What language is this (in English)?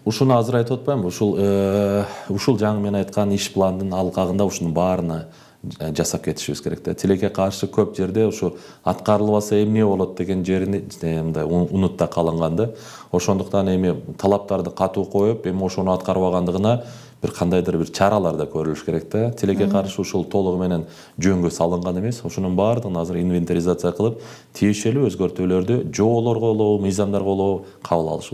Kyrgyz